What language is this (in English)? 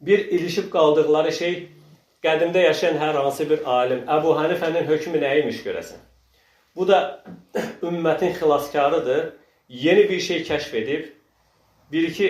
Azerbaijani